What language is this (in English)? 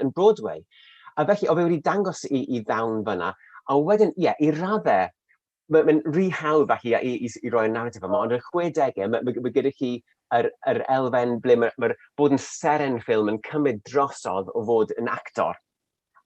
Welsh